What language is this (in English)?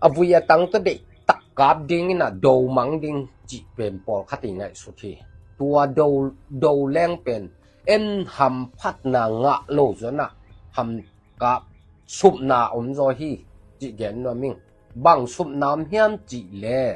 Tedim Chin